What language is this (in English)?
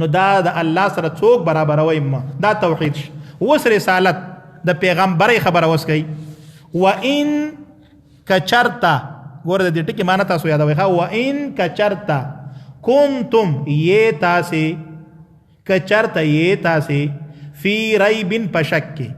Pashto